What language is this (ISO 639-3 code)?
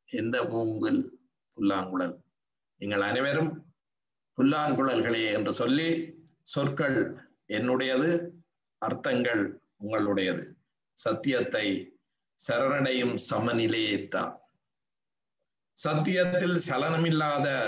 tam